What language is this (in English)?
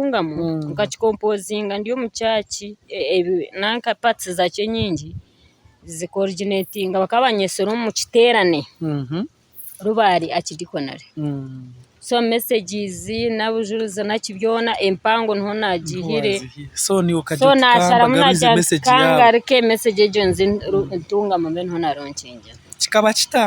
Nyankole